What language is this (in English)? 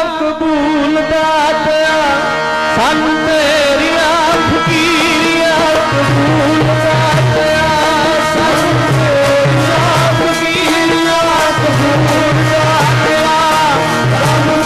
Punjabi